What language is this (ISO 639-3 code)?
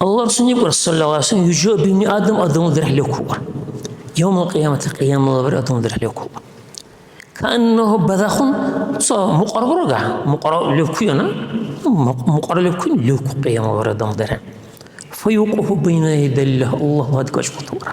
dar